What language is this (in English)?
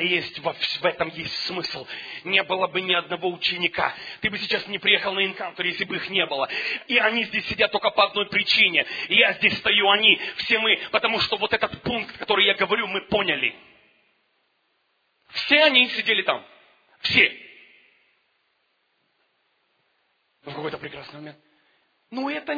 Russian